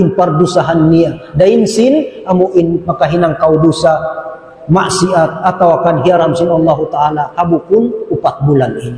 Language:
Tausug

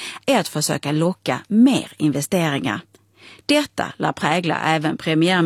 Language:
Swedish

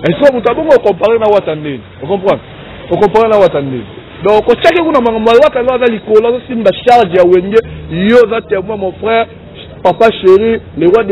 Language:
Lingala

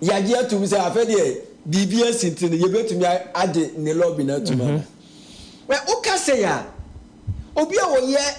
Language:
Akan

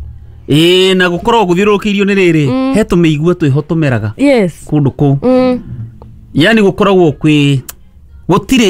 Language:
Kikuyu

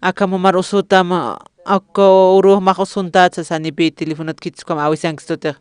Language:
Aymara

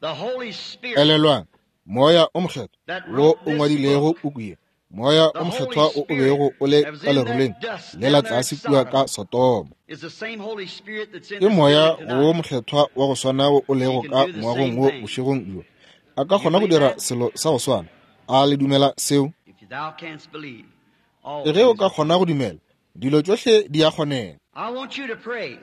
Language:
Northern Sotho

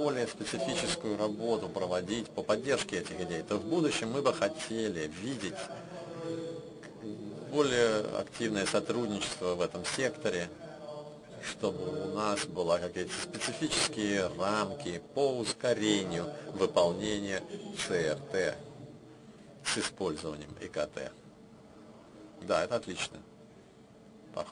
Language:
Russian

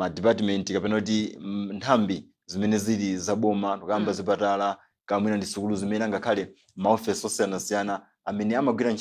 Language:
Nyanja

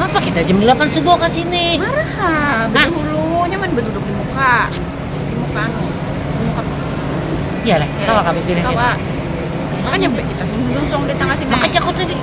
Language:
Banjar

